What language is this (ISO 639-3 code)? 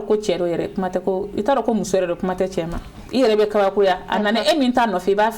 bam